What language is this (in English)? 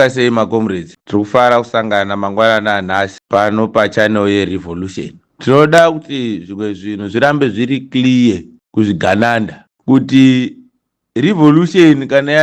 Shona